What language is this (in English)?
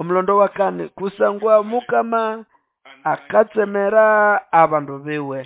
Nande